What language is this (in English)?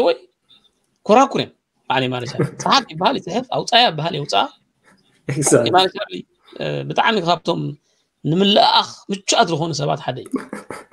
Tigrinya